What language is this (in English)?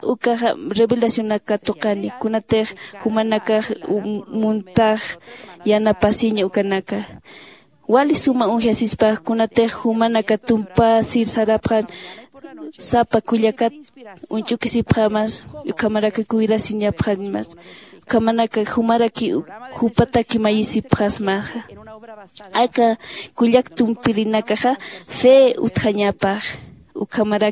Aymara